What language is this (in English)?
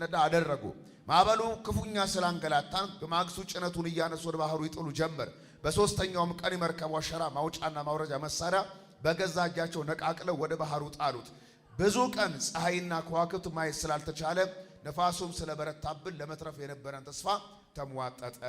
Amharic